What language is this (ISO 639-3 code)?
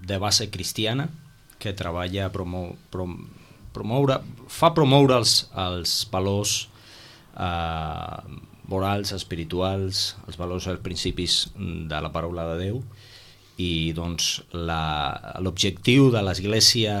cat